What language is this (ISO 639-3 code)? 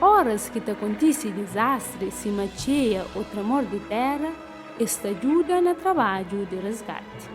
kea